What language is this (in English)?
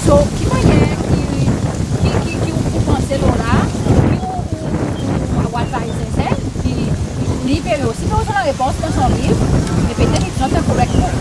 Seselwa Creole French